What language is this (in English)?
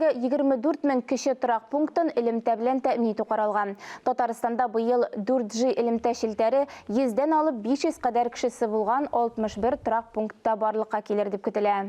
Tatar